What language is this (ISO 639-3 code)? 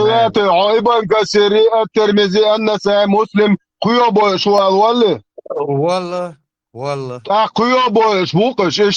che